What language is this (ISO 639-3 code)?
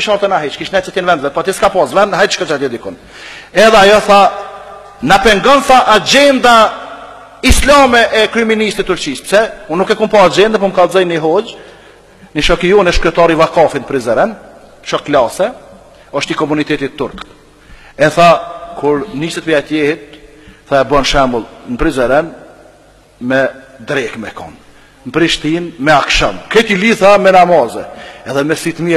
sqi